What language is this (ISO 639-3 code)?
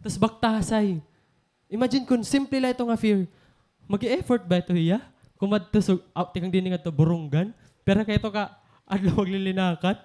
war